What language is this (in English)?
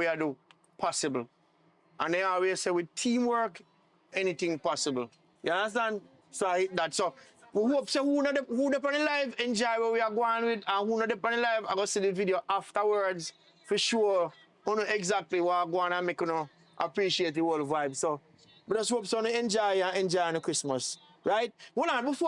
Jamaican Creole English